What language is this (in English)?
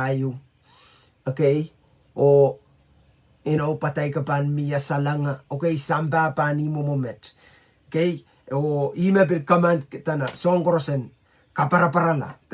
Pohnpeian